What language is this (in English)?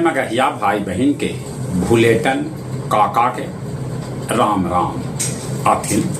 Magahi